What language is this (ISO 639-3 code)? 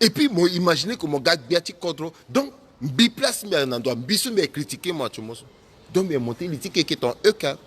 sag